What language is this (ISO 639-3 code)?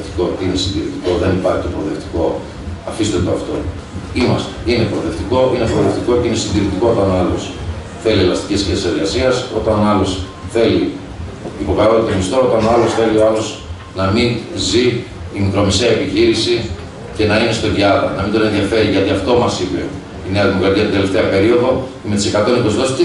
ell